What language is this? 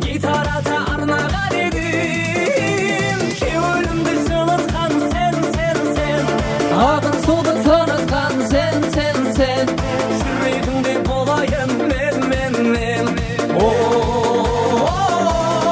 Kara-Kalpak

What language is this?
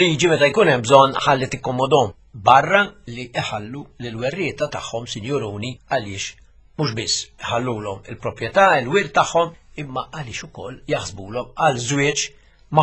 Maltese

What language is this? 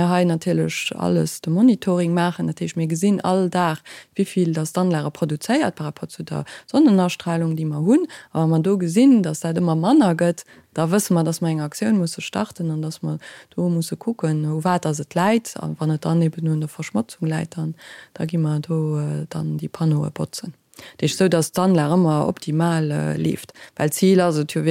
Luxembourgish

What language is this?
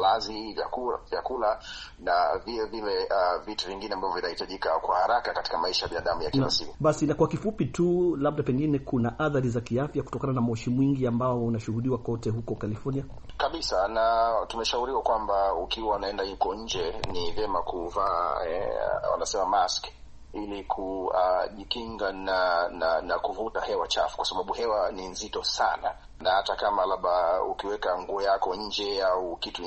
Swahili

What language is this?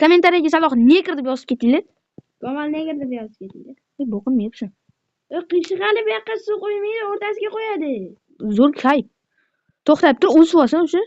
Uzbek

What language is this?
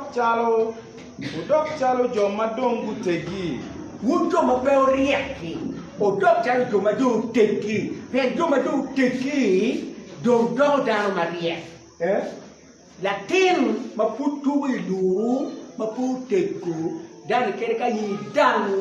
Acoli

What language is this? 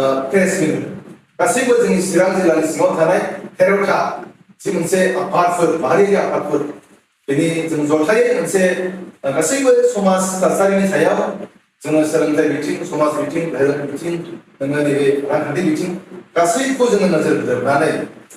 Bodo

